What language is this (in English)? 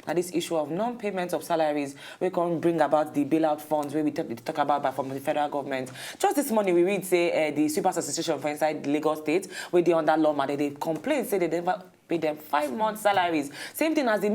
Nigerian Pidgin